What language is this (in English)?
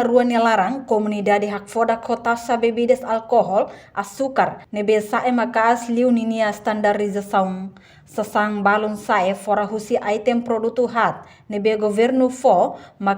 Tetum